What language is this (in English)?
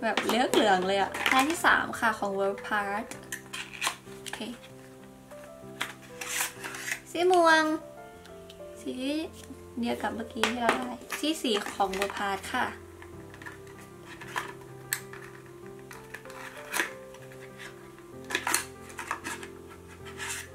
Thai